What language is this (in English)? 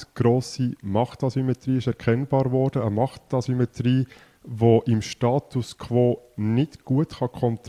German